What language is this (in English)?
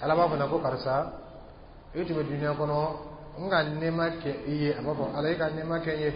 Dyula